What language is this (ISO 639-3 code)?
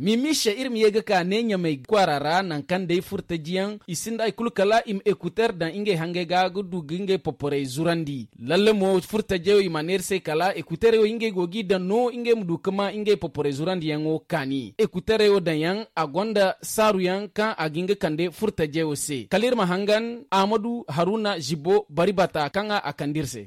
dje